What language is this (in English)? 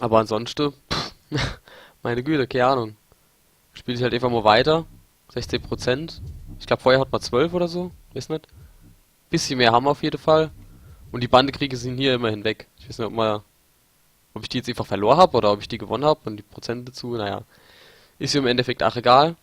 Palatine German